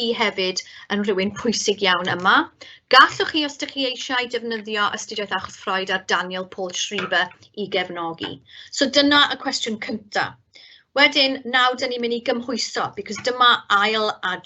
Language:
Welsh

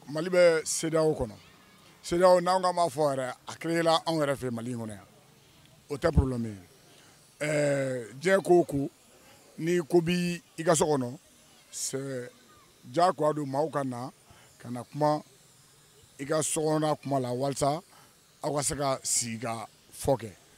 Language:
Bambara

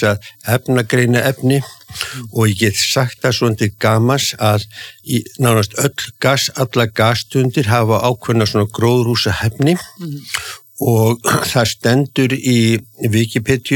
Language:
Icelandic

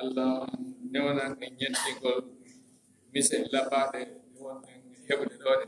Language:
Fula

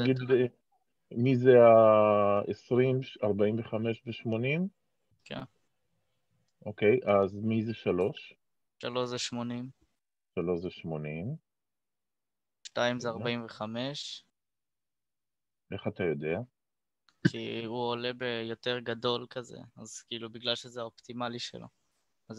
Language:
Hebrew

